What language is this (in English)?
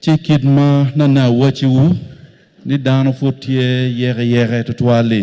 Acoli